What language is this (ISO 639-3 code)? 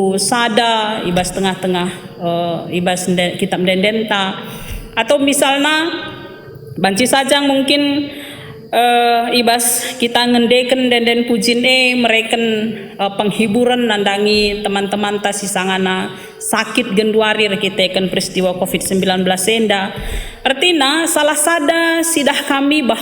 btx